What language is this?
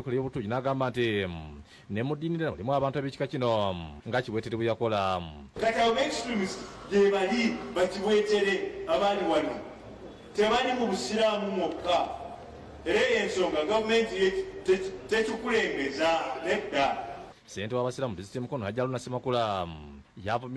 Ganda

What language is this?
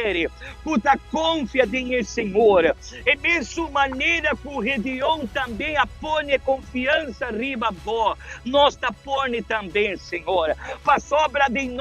Papiamento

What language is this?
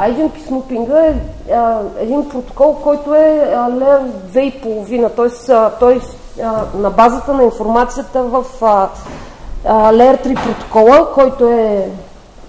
Bulgarian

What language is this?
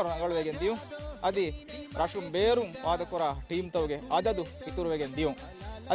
Divehi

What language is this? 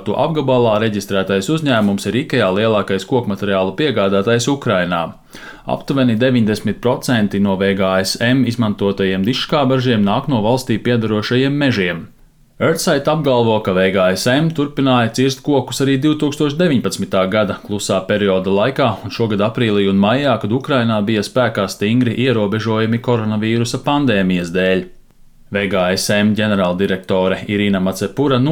Latvian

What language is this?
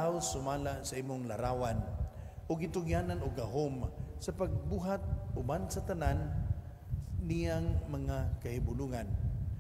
Cebuano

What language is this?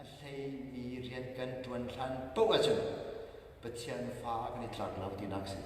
Hakha Chin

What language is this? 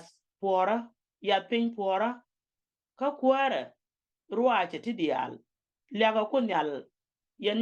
Nuer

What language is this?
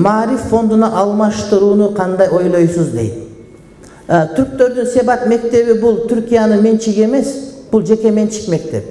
Kyrgyz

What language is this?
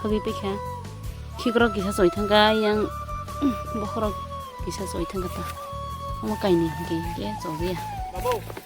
Kok Borok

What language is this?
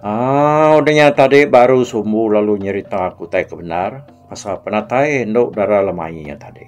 Iban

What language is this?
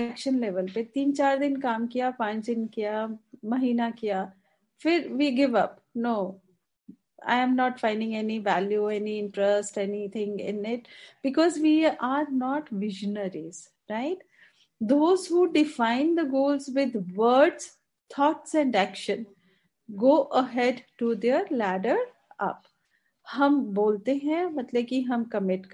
Hindi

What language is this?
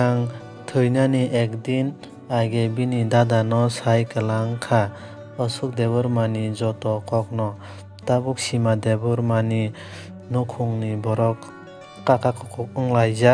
Kok Borok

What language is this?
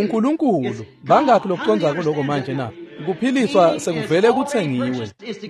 Swati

